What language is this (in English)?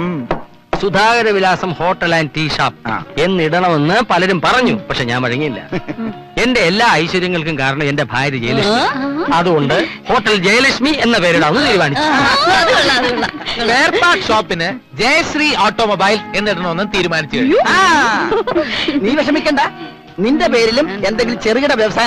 Malayalam